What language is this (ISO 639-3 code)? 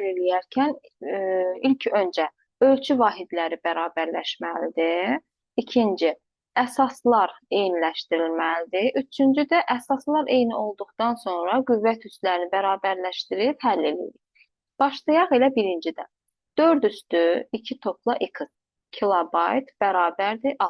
aze